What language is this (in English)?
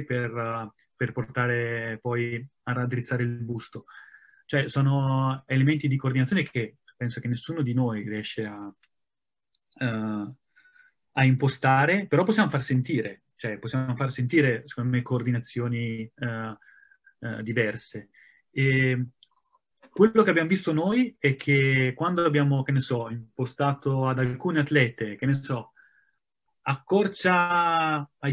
Italian